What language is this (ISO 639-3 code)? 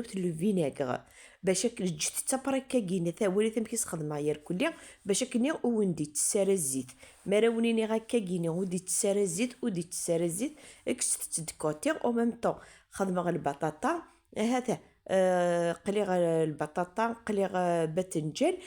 kab